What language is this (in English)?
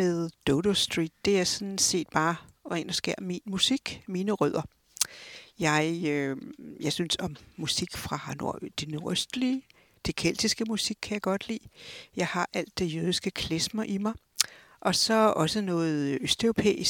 Danish